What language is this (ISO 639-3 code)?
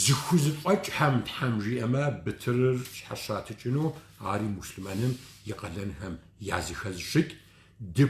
kbd